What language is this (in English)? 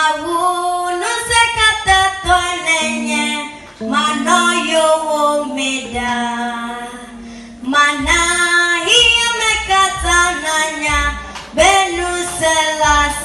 Ewe